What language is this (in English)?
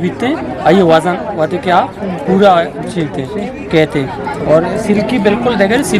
Eastern Balochi